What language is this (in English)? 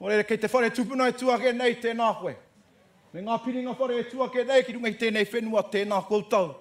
Māori